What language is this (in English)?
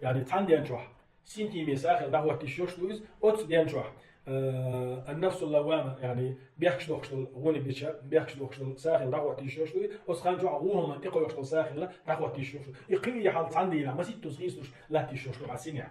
Chechen